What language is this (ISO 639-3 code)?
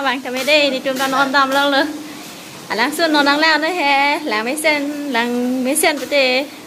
mjw